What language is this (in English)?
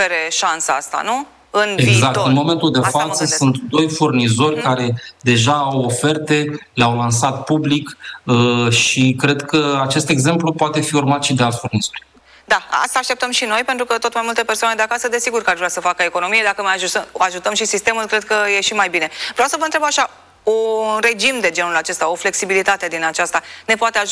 Romanian